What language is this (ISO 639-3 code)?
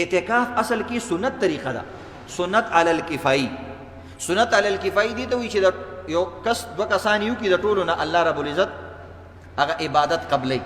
pus